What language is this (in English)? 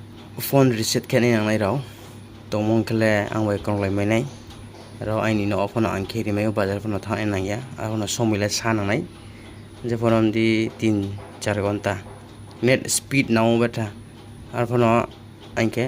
Riang (India)